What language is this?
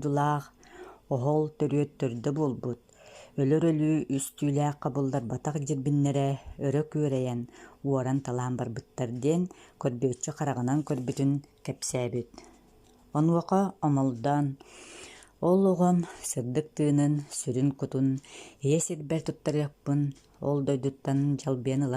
Yakut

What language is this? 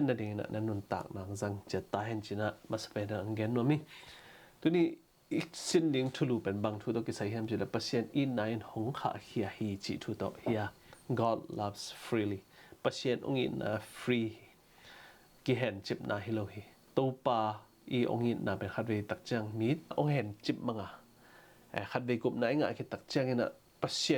Tedim Chin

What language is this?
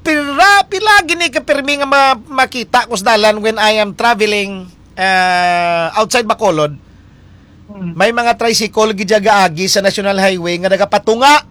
Hiligaynon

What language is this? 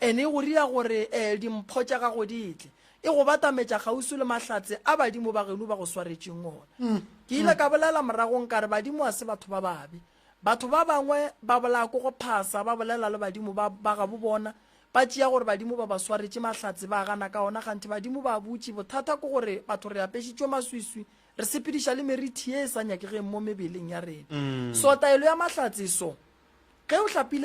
Northern Sotho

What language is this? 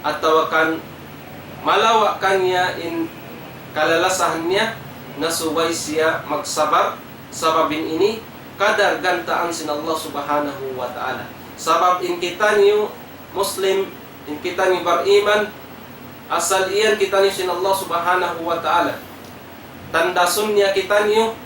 Tausug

